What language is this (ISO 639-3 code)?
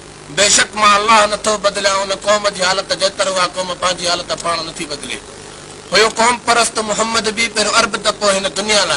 snd